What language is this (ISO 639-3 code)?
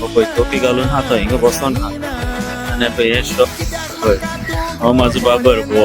kok